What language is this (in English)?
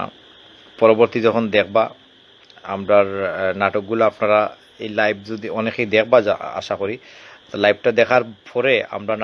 Sylheti